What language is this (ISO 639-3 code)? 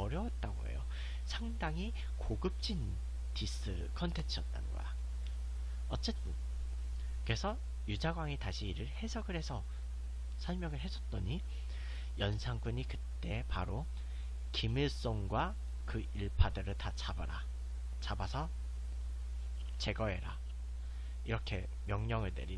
kor